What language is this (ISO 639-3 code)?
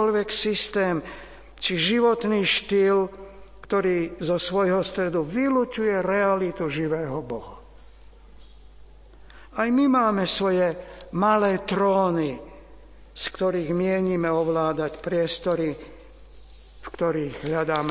slk